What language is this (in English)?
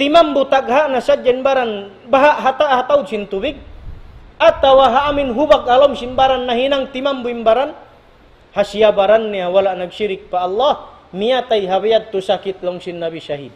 Tausug